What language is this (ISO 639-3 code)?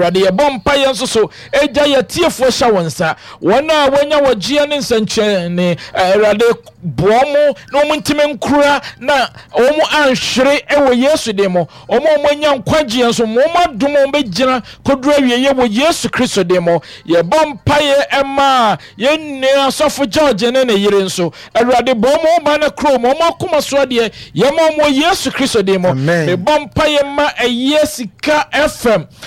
aka